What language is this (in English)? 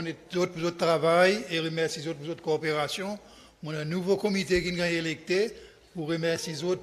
Seselwa Creole French